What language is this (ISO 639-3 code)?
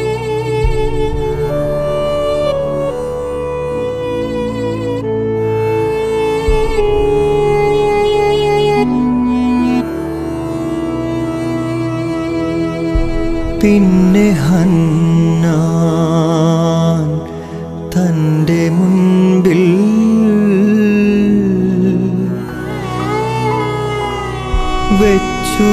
mal